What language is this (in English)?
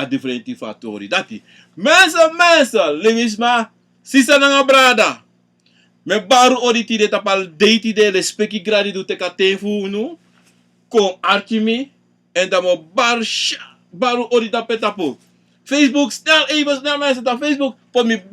Sranan Tongo